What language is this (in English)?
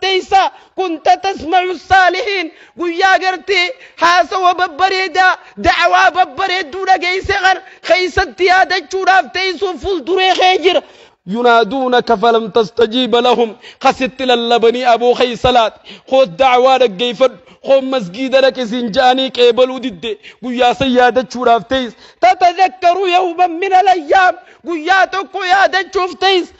Oromo